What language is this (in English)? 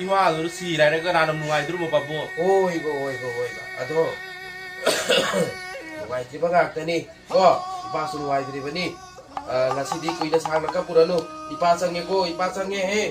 Manipuri